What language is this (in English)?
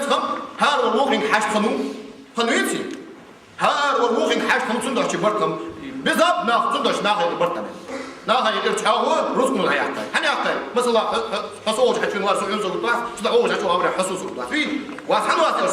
Ingush